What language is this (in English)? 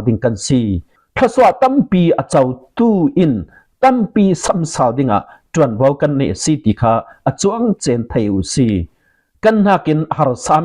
Falam Chin